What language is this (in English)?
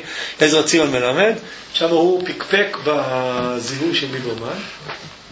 Hebrew